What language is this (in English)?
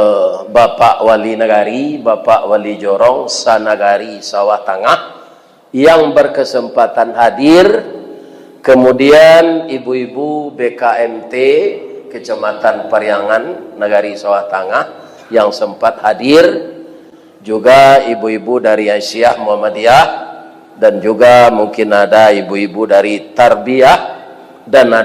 Minangkabau